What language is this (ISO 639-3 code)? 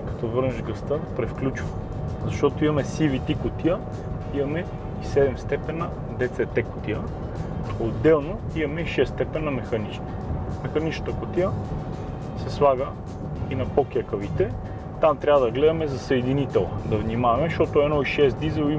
bul